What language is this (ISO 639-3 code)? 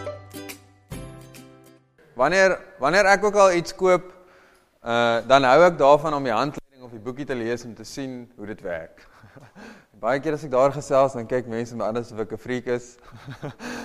afr